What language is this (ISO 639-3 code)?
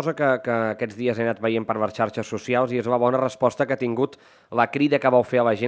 cat